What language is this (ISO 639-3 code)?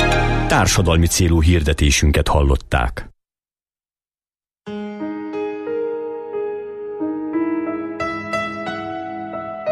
hun